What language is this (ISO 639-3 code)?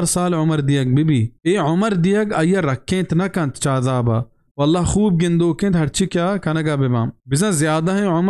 bal